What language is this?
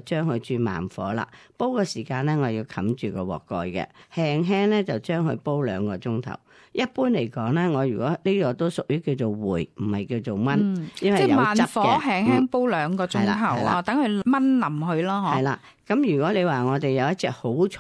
Cantonese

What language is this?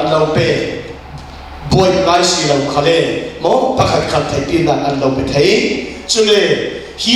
Falam Chin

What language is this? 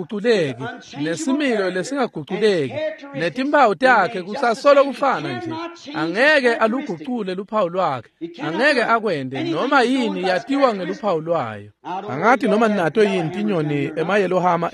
Swati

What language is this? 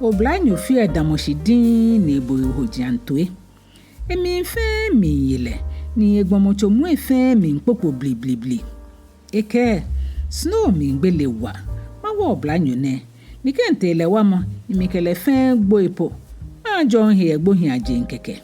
Ga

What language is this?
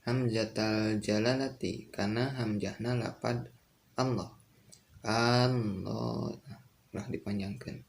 Sundanese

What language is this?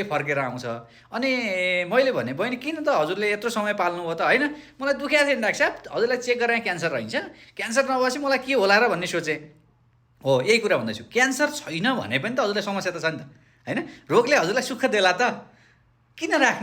Nepali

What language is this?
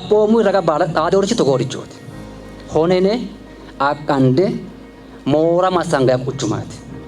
Sidamo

